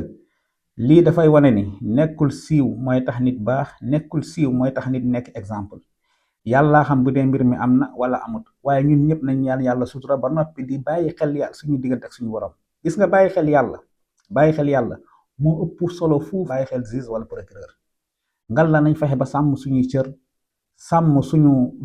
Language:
Wolof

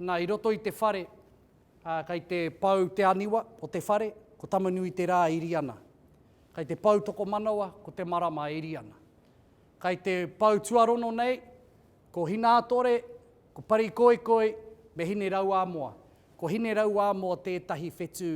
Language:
Māori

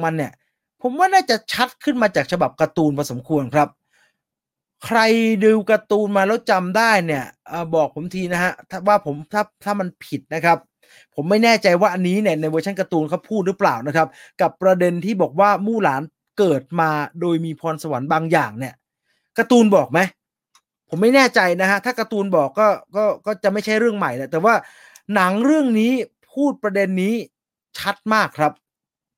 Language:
Thai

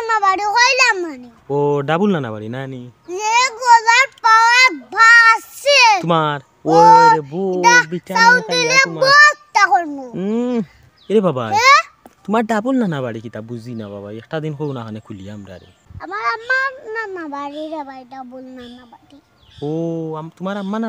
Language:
Sylheti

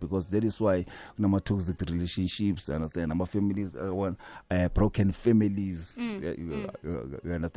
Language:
South Ndebele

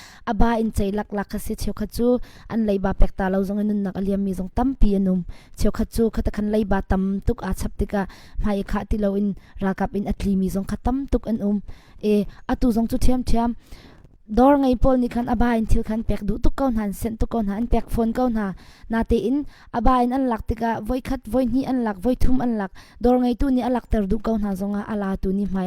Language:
Hakha Chin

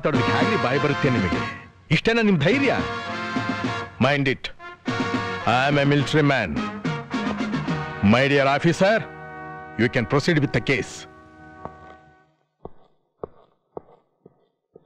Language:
Kannada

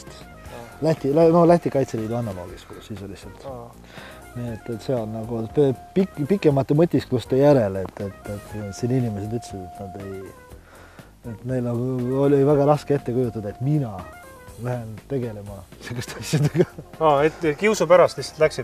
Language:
Estonian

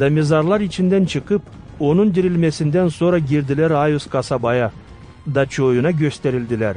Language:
Gagauz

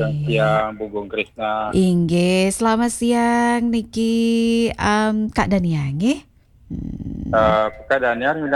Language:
Balinese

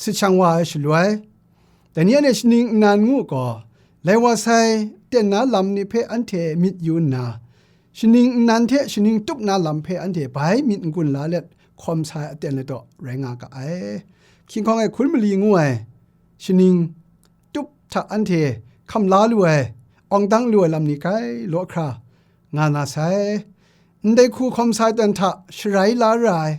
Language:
Kachin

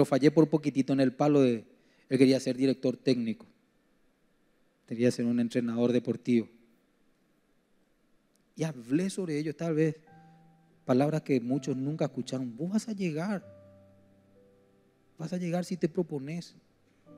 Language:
Spanish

